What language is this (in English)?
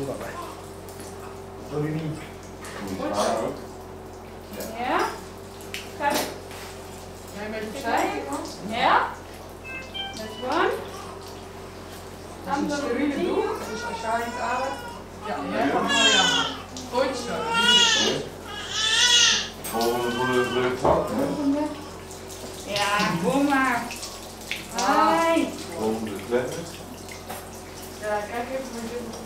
Dutch